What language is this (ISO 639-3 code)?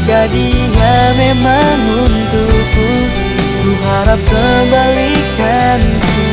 bjn